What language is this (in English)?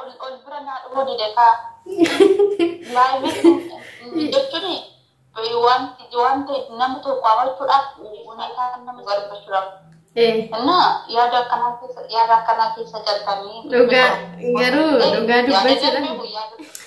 Oromo